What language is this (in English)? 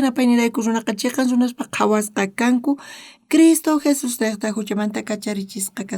South Bolivian Quechua